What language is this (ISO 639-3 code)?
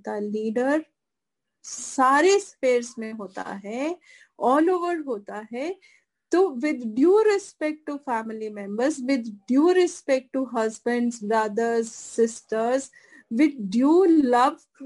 hin